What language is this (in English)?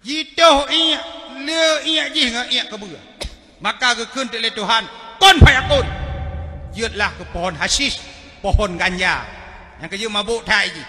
Achinese